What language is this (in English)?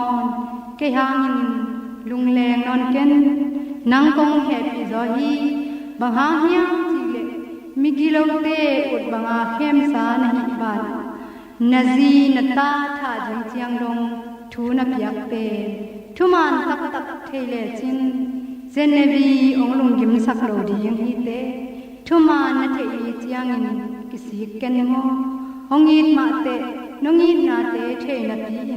Tedim Chin